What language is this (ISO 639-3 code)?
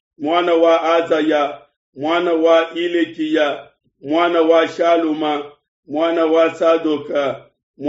lua